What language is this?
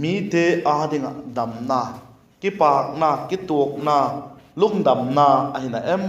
Vaiphei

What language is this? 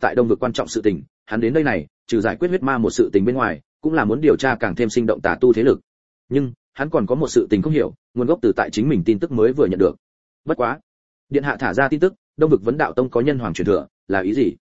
Vietnamese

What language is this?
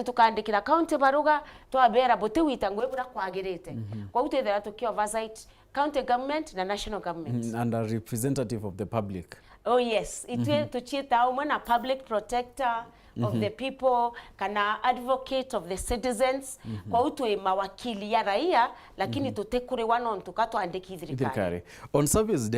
Meru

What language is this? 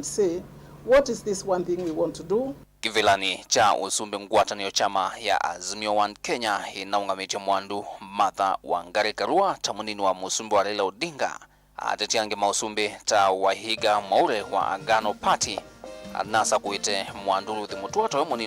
Kamba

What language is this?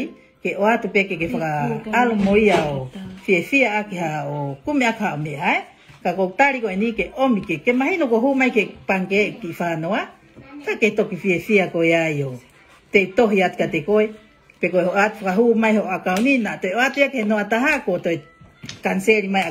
Tongan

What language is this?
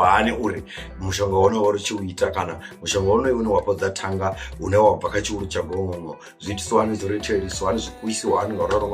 Venda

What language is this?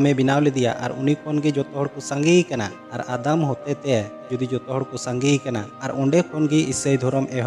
Santali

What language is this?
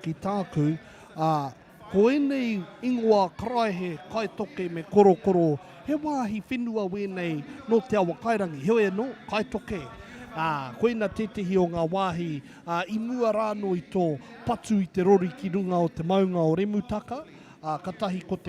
Māori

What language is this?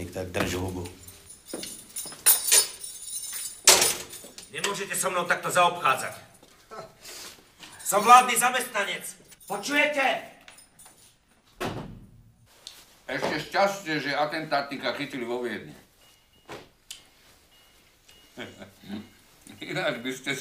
Slovak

